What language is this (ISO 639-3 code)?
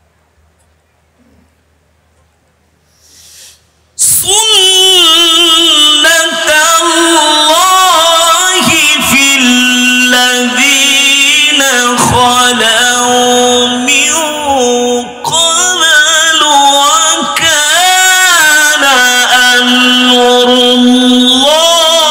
ara